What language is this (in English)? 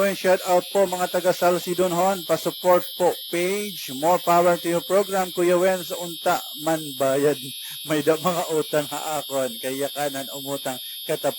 Waray